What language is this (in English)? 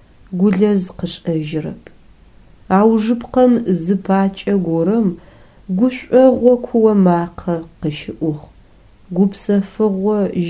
Adyghe